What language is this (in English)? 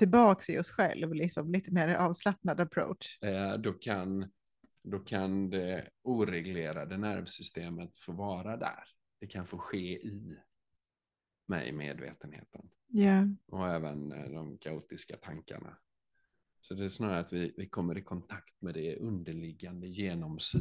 Swedish